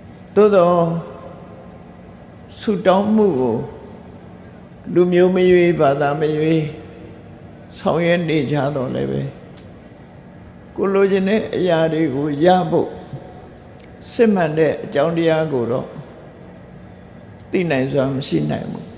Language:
Burmese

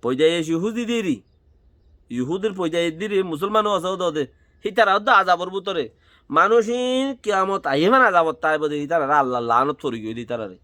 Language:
Rohingya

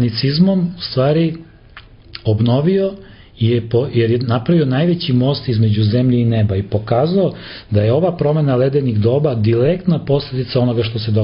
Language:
Serbian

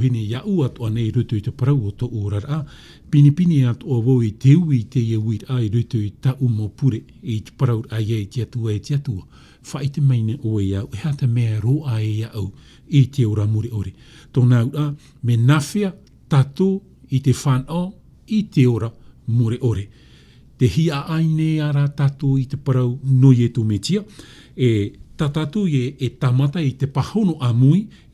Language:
Tahitian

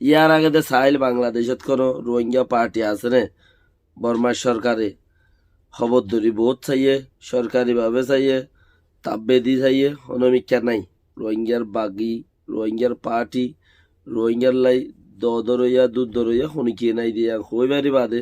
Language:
Rohingya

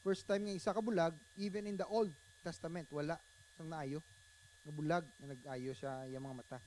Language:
Hiligaynon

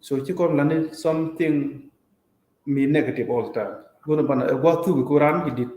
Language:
Nuer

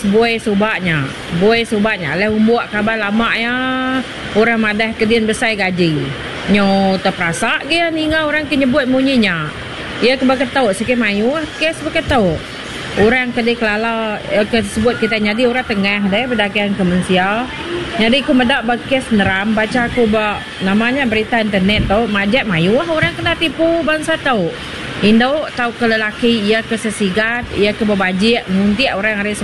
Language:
Iban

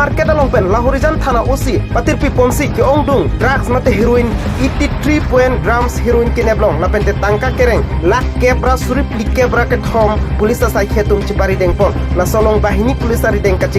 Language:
Karbi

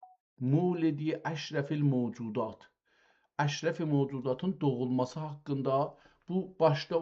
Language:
South Azerbaijani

